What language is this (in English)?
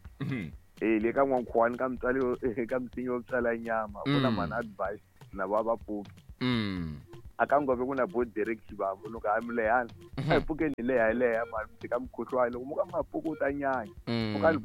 Tsonga